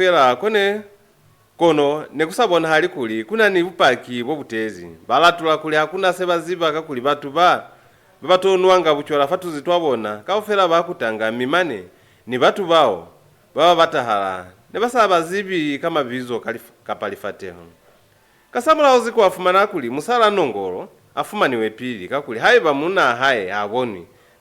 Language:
Lozi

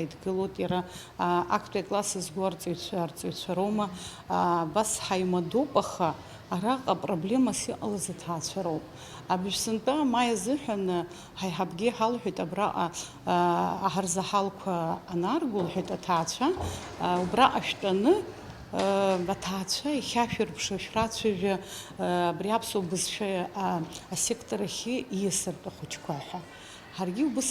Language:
Abkhazian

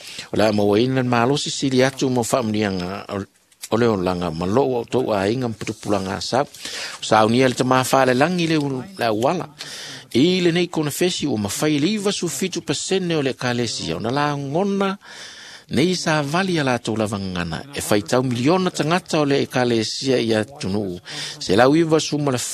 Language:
Samoan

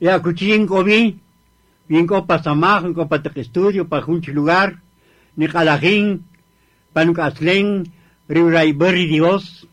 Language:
Kaqchikel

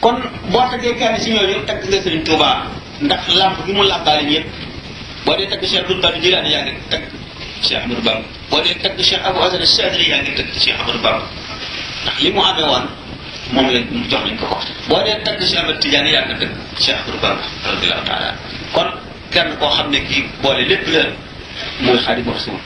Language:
Wolof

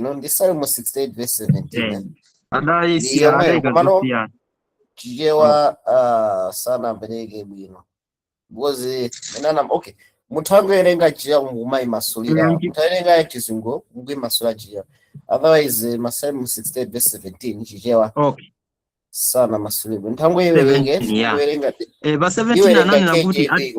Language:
Nyanja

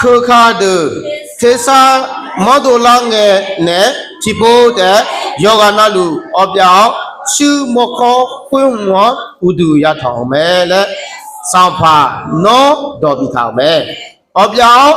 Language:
Akha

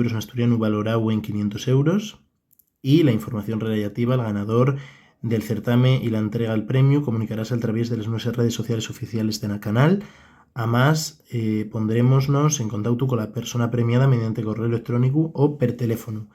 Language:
Asturian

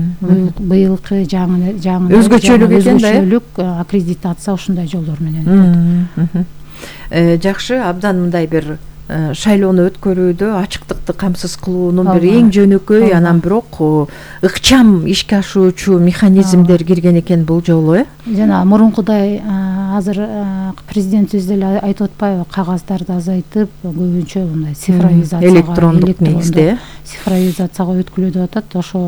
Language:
Kyrgyz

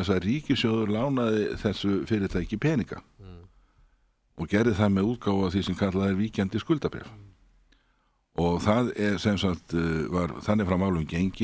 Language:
Icelandic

